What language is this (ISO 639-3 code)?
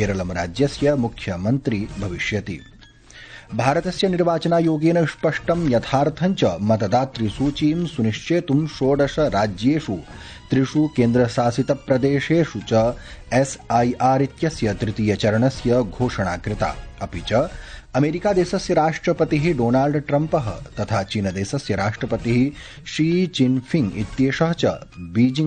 san